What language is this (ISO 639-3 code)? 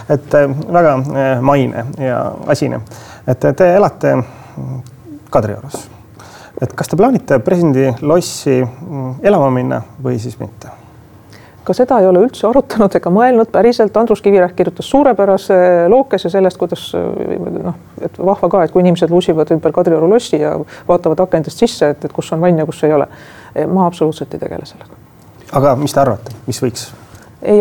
est